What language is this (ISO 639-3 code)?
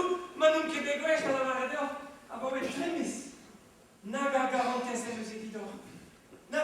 bre